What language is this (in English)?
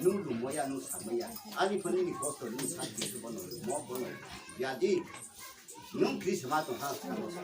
Riang (India)